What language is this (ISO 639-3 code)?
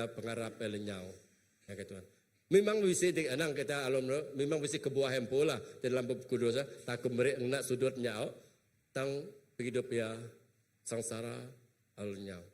iba